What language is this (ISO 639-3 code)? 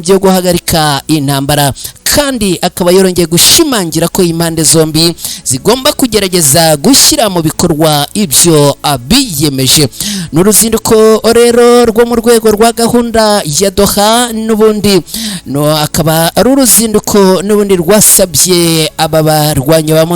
kin